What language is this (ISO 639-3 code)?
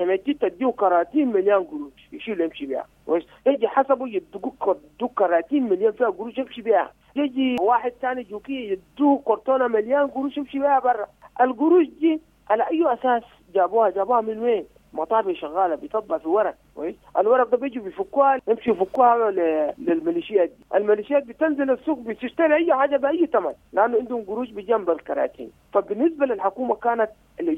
apd